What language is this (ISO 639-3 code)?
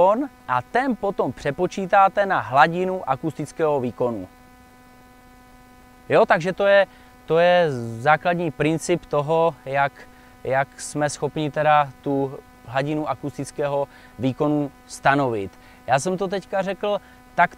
ces